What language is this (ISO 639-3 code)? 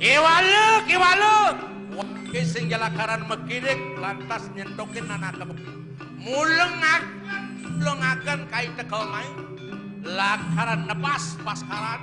ban